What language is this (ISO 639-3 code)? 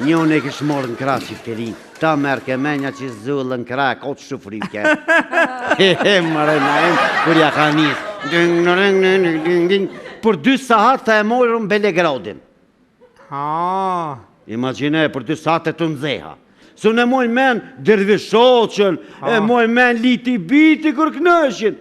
sqi